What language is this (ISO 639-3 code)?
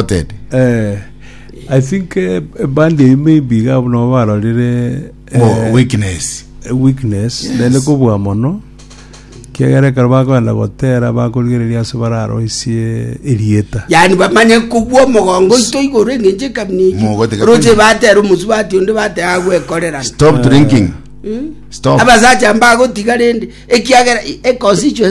guz